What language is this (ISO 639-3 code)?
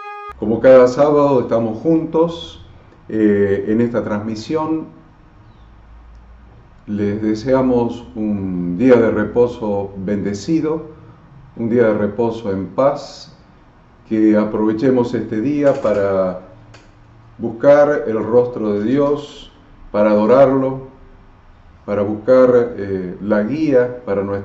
spa